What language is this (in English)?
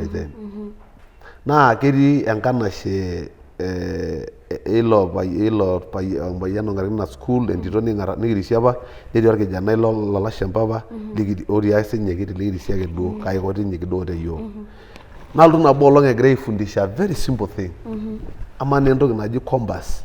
Masai